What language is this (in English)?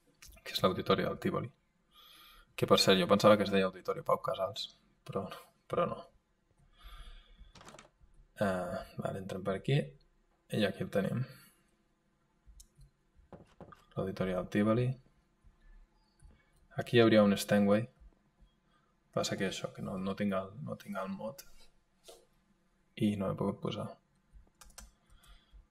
Catalan